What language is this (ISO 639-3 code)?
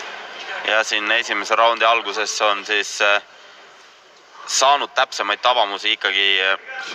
est